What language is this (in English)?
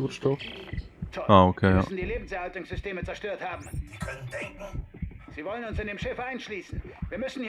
Swiss German